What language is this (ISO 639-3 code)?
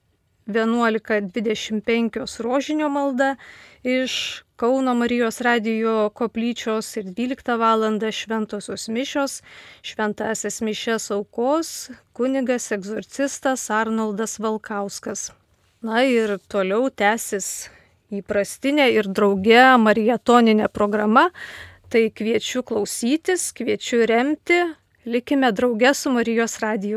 lit